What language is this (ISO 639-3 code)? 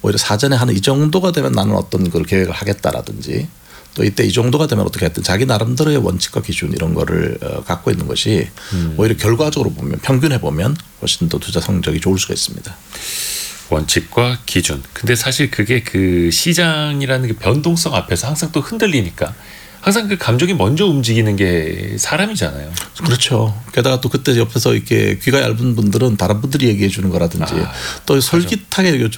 kor